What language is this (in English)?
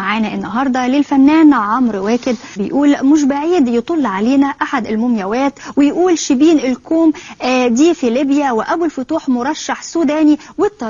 Egyptian Arabic